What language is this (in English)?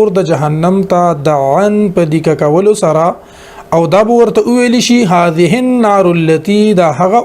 Pashto